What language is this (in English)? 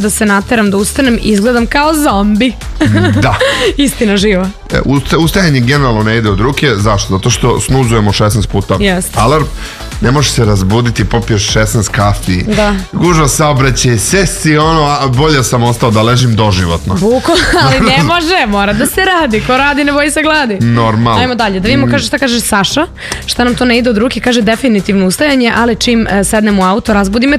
Serbian